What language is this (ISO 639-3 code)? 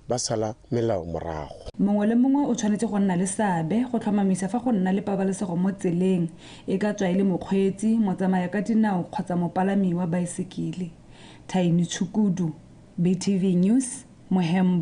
tsn